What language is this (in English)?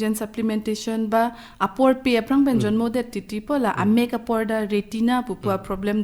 Karbi